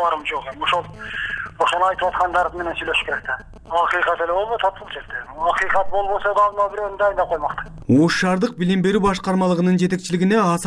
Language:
Kyrgyz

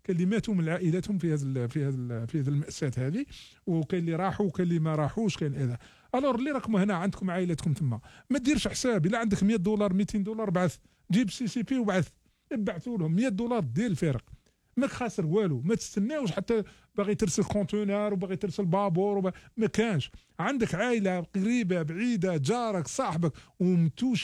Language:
Algerian Arabic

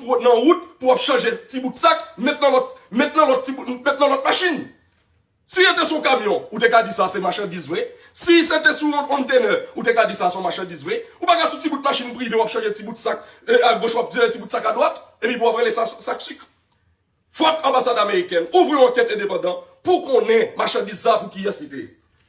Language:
Haitian Creole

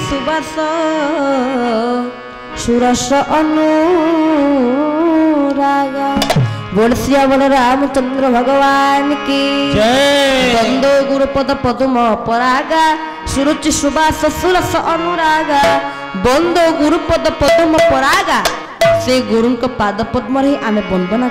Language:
Odia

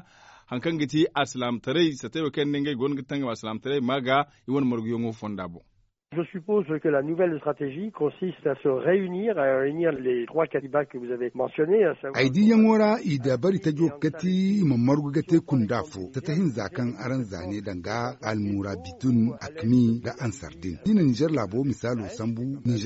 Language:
Zarma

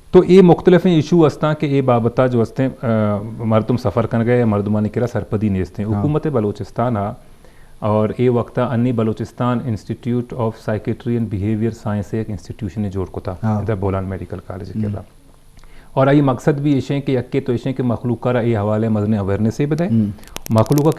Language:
Eastern Balochi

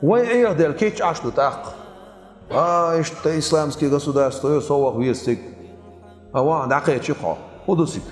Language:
Chechen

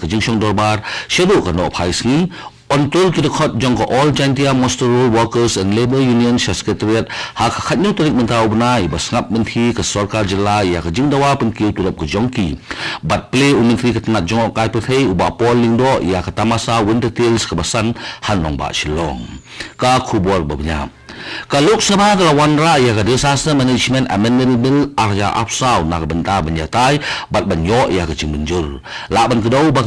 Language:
Khasi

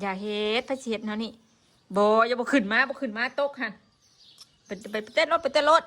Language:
Northeastern Thai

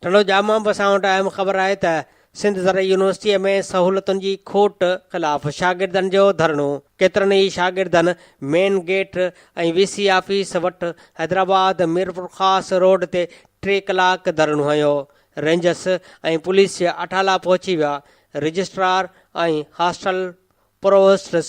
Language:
Sindhi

